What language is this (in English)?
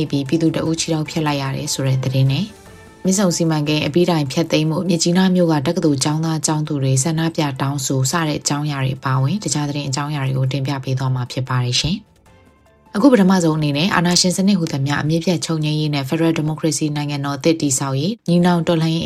Burmese